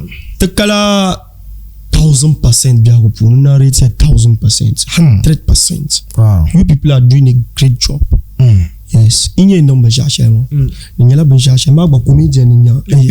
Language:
Dagbani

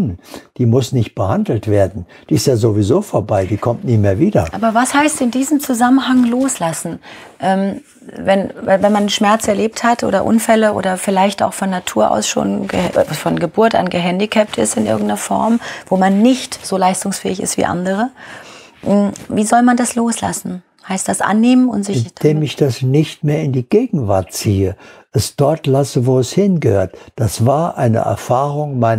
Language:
German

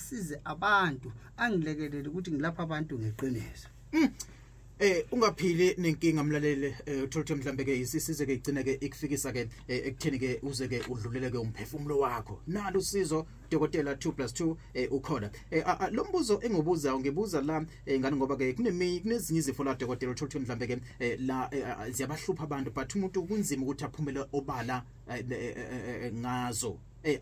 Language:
Zulu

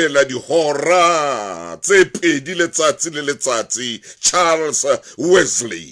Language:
Southern Sotho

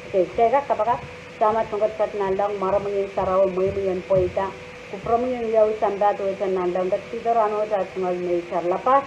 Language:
Pohnpeian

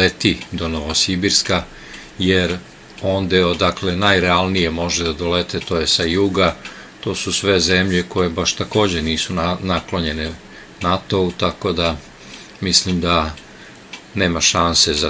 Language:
Serbian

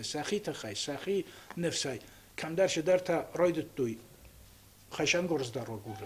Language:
Ossetic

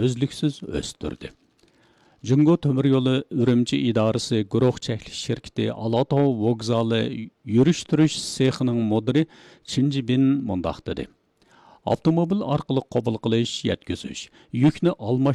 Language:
Uyghur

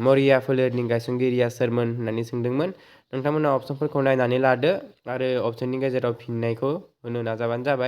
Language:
Bodo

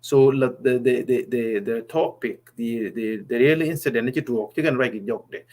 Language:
Nuer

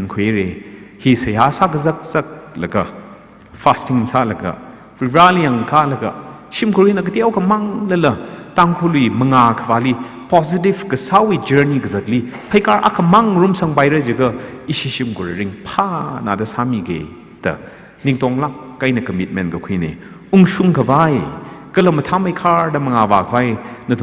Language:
Tangkhul Naga (India)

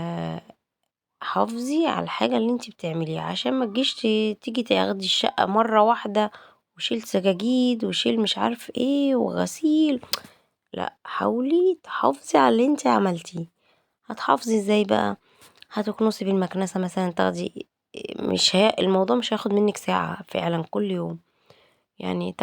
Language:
Egyptian Arabic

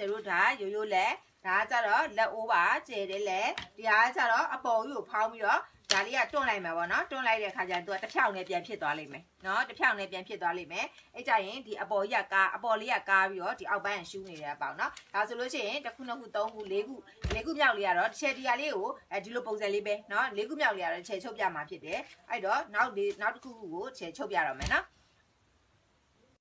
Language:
Burmese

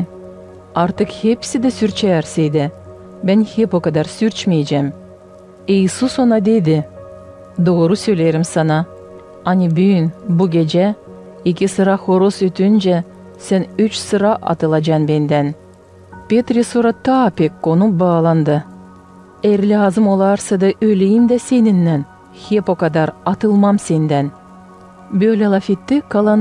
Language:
Gagauz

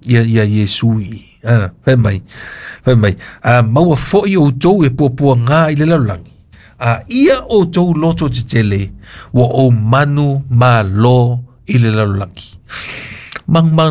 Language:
Samoan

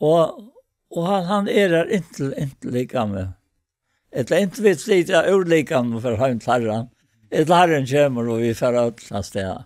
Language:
Faroese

